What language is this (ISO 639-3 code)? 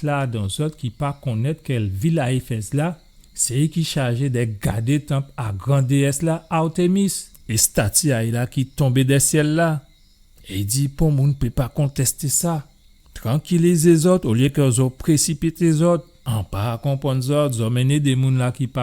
gcf